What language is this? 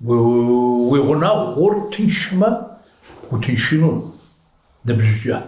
Kabardian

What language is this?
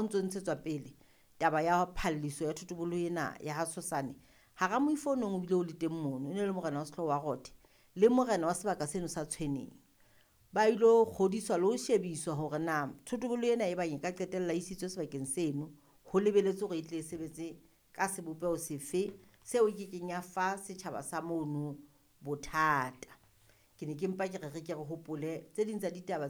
Southern Sotho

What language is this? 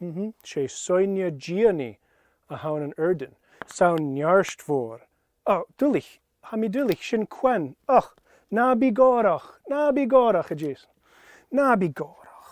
Scottish Gaelic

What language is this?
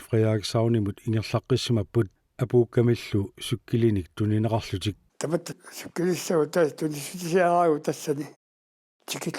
Kalaallisut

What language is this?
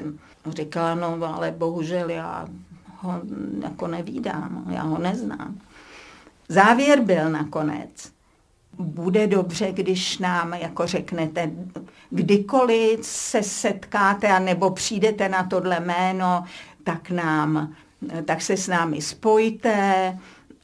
Czech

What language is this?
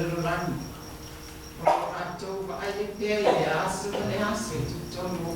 Samoan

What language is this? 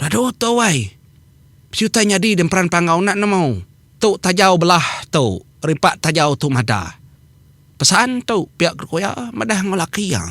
Iban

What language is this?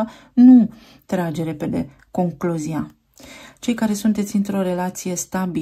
Romanian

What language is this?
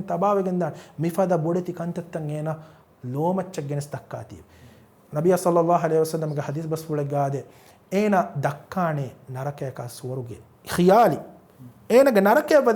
Divehi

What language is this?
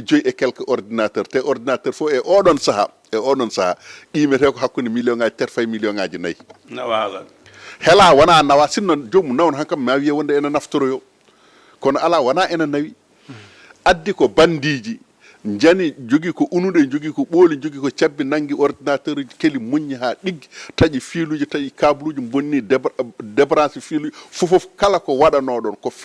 Fula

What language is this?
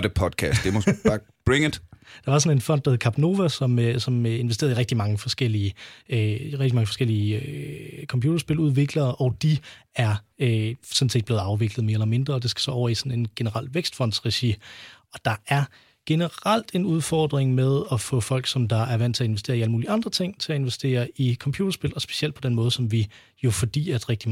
Danish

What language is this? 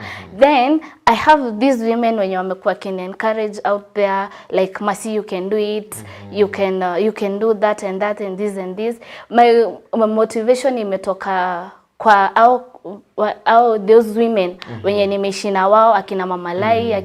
Meru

